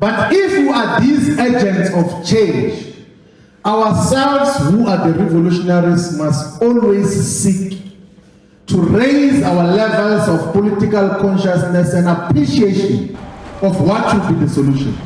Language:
Venda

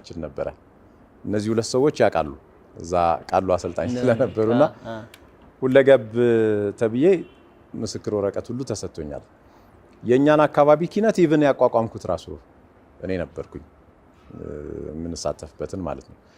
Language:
Amharic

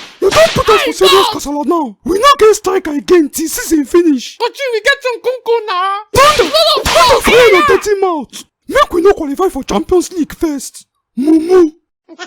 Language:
Nigerian Pidgin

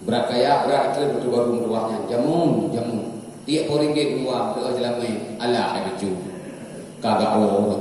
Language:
Achinese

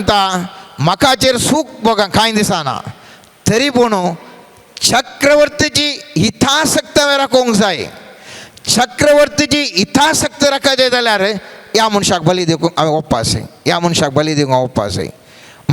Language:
Konkani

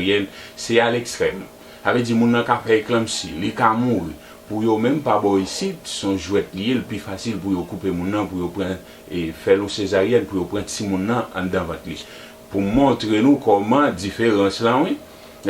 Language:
Haitian Creole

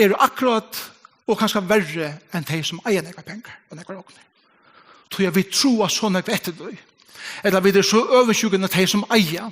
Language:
Faroese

